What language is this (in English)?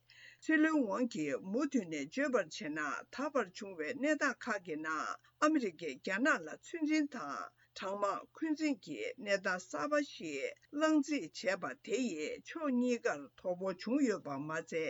Tibetan